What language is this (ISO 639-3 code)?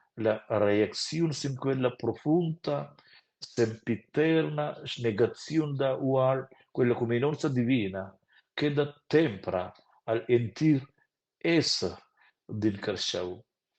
roh